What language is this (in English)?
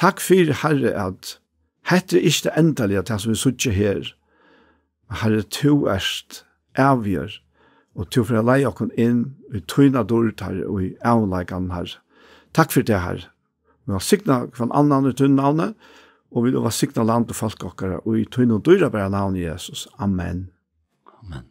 Faroese